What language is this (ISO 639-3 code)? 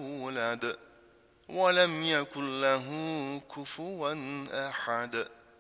ara